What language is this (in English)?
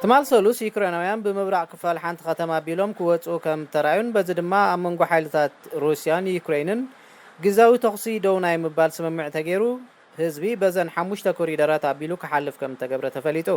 Tigrinya